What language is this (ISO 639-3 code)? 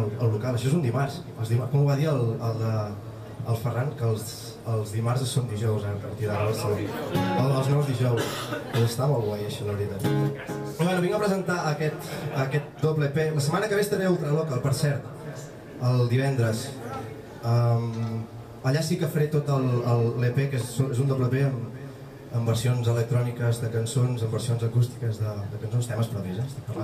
cat